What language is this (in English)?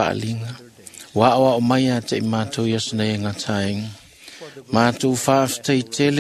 Samoan